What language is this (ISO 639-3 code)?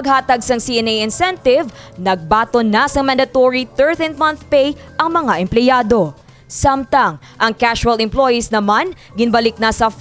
hil